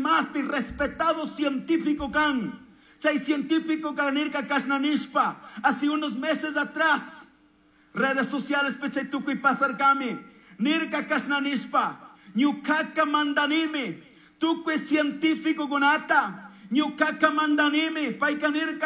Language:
Chimborazo Highland Quichua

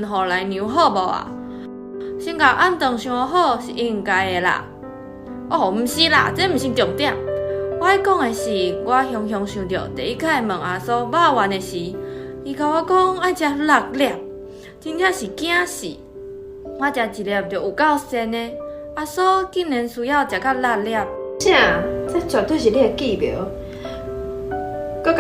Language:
Min Nan Chinese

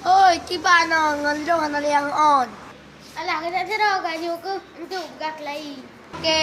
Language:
Achinese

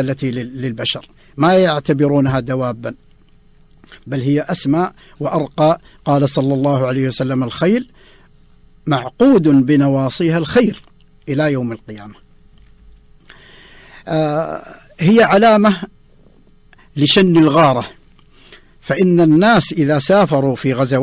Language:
Arabic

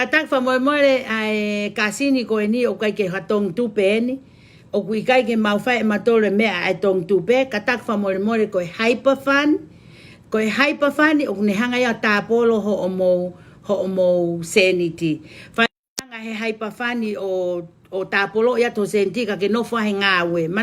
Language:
Tongan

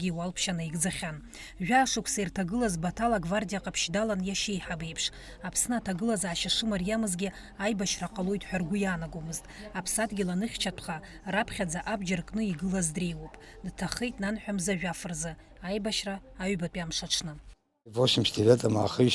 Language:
Abkhazian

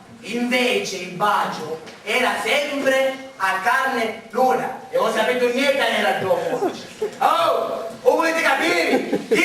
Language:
Sicilian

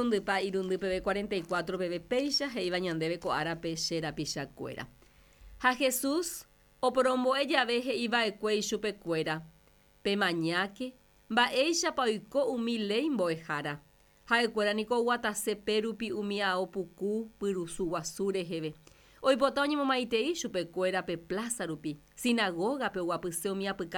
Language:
Guarani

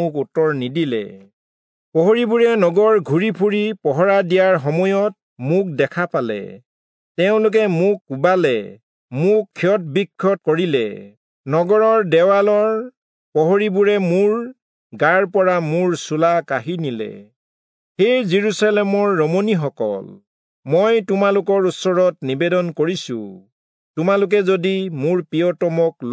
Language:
Assamese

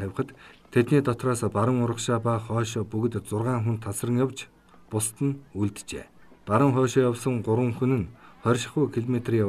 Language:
Mongolian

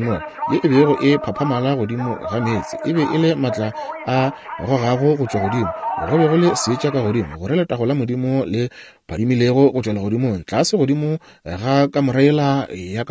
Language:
Northern Sotho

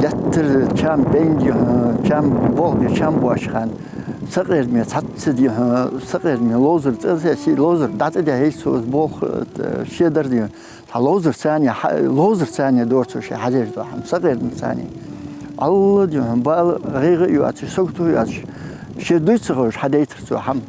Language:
Ingush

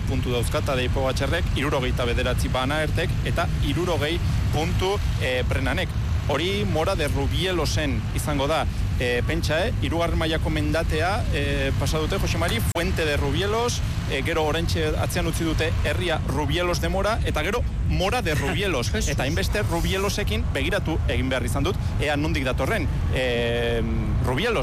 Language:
Basque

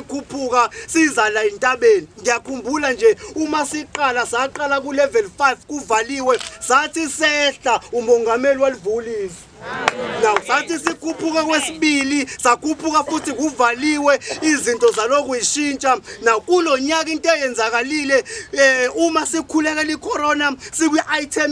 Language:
Zulu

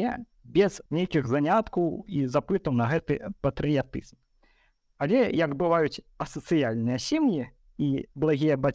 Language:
Belarusian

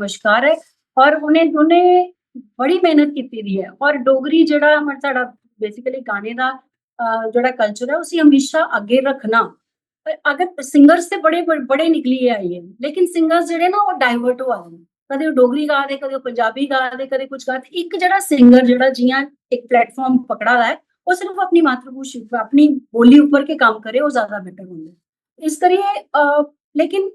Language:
Dogri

